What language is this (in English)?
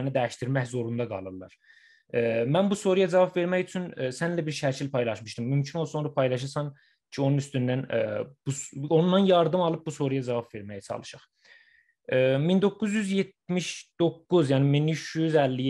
South Azerbaijani